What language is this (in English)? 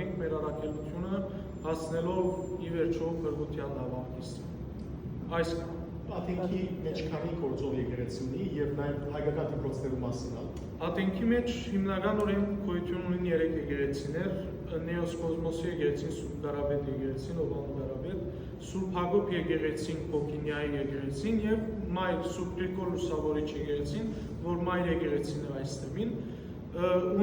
Western Armenian